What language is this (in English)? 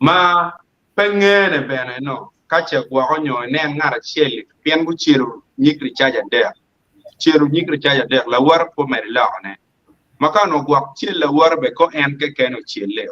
Acoli